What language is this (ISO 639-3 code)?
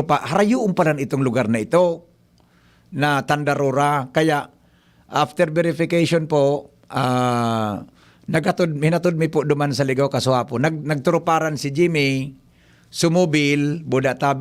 bik